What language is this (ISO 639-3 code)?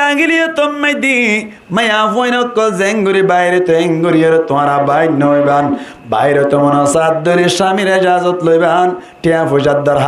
rhg